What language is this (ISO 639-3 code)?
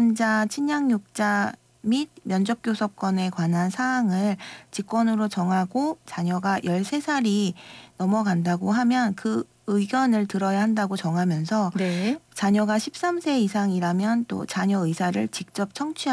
kor